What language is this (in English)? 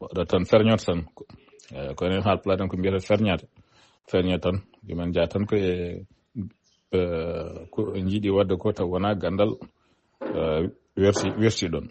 Fula